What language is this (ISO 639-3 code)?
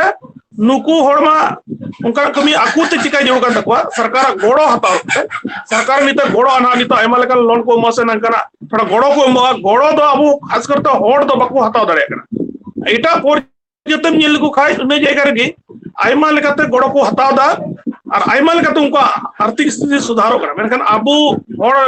sat